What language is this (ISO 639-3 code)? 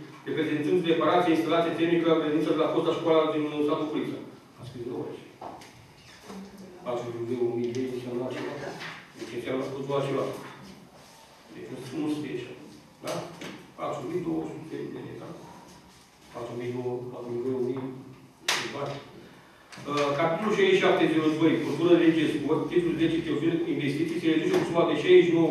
ron